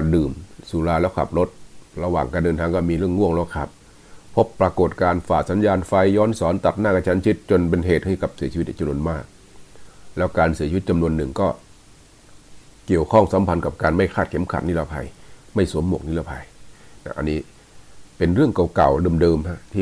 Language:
Thai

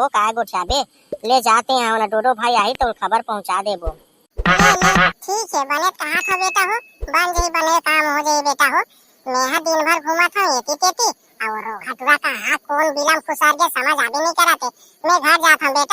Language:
Chhattisgarhi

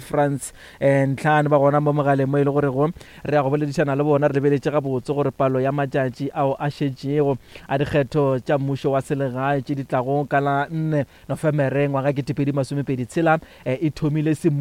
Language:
Northern Sotho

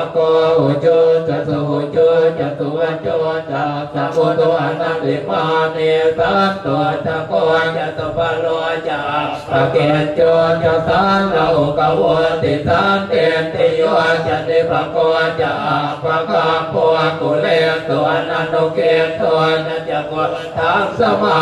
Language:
Pali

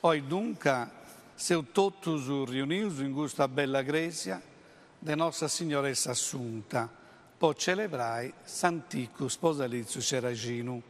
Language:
Sardinian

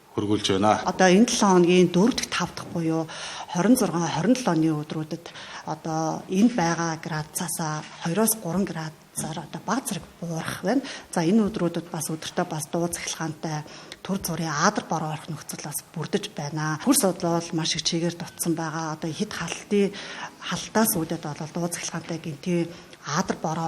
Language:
Mongolian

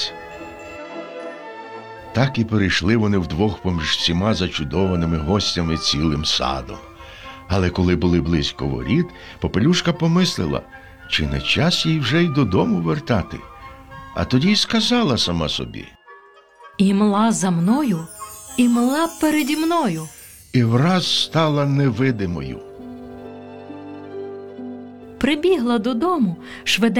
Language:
Ukrainian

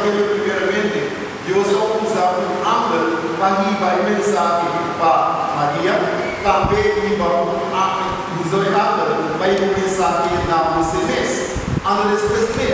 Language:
Papiamento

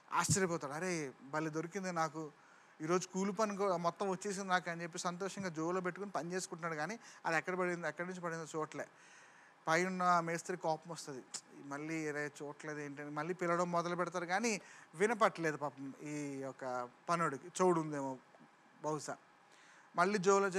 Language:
Telugu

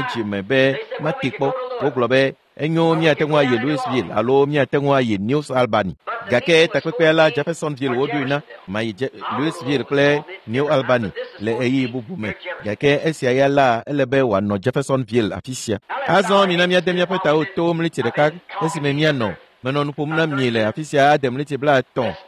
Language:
Ewe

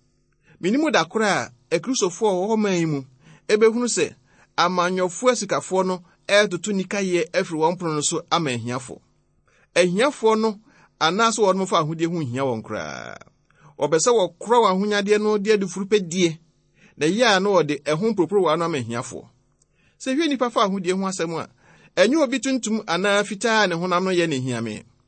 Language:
Akan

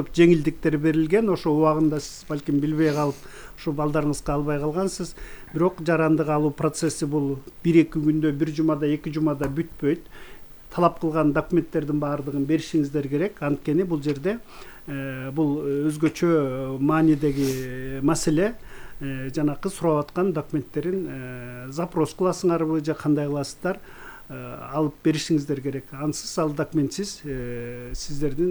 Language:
Kyrgyz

